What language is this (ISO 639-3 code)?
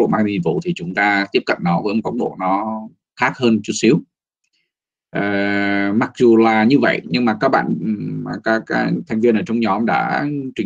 vie